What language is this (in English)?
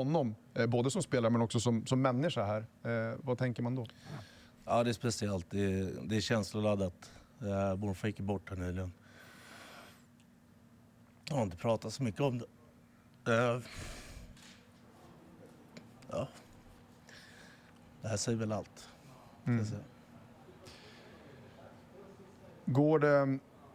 Swedish